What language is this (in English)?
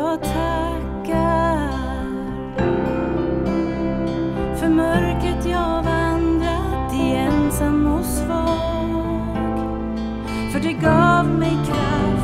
Swedish